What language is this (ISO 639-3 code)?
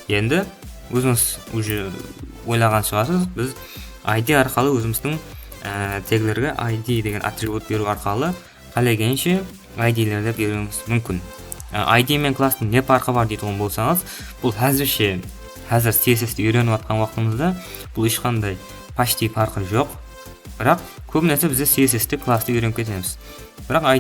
kaa